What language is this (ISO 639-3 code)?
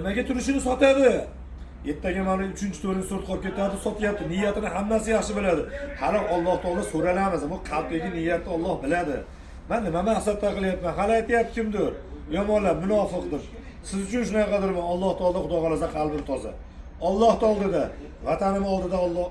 uzb